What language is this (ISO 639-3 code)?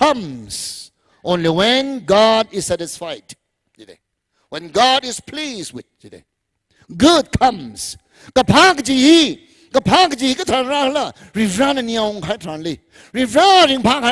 nmf